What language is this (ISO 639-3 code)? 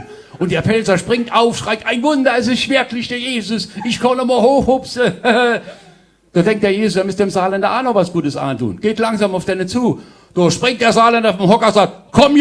pfl